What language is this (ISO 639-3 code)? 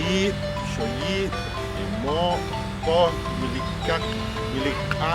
poh